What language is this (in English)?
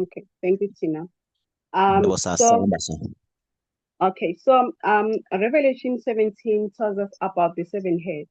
Zulu